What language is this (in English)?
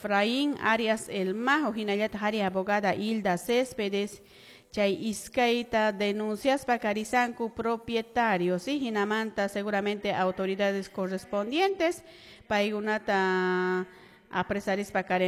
Quechua